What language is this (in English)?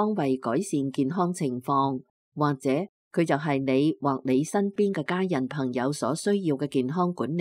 Cantonese